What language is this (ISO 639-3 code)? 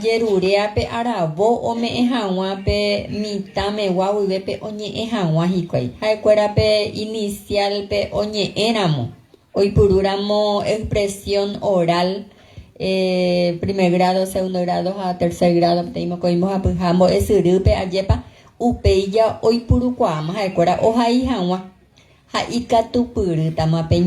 grn